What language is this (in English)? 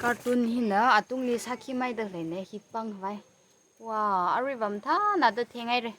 Tangkhul Naga (India)